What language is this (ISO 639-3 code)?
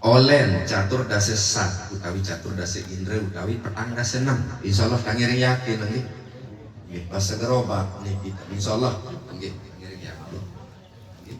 sas